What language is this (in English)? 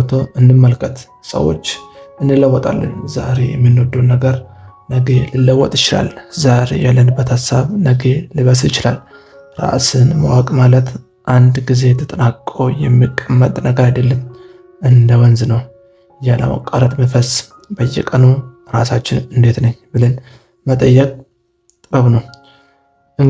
Amharic